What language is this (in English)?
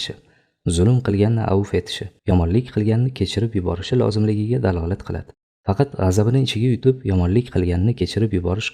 Uzbek